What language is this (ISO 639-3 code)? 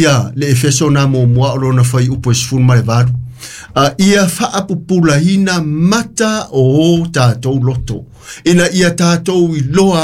smo